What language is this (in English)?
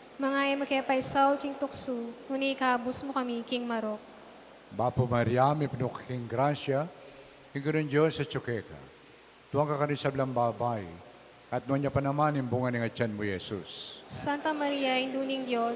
Pampanga